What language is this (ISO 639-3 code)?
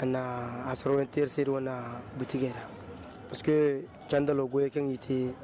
dje